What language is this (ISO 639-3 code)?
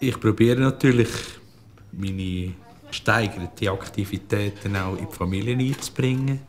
gsw